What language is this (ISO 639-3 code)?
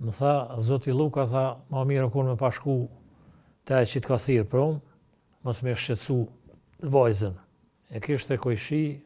sqi